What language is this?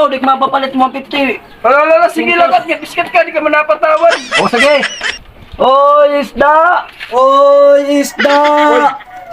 Waray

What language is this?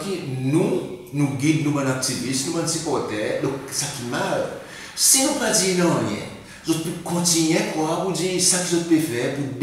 Seselwa Creole French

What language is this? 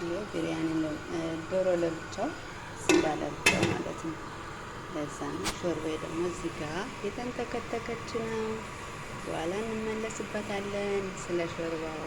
Amharic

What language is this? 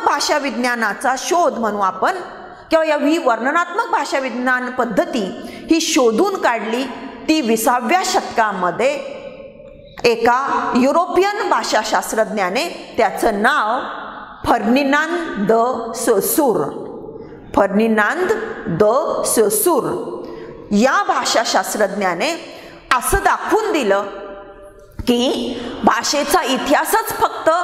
Marathi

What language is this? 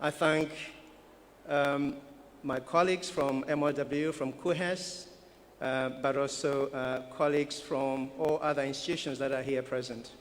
Nyanja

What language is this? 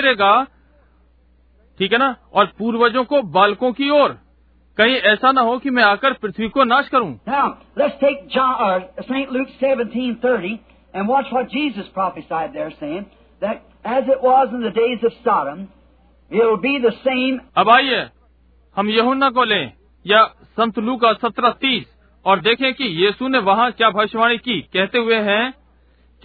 Hindi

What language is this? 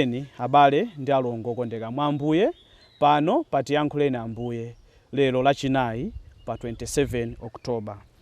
Nyanja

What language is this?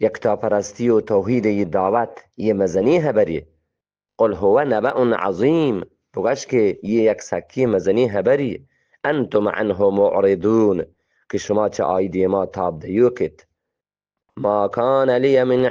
Eastern Balochi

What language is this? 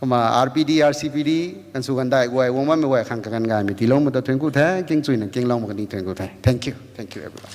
Rongmei Naga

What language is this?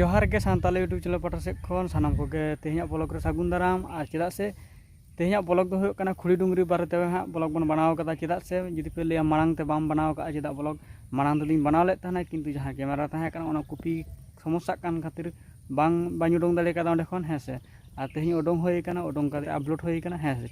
Santali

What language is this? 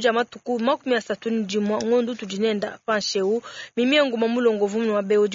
Luba-Lulua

